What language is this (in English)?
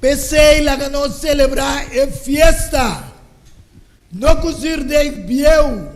Papiamento